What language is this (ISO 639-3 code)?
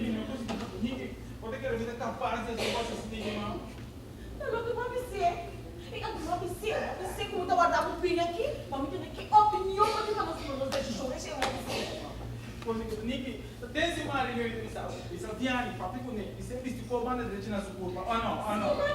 pap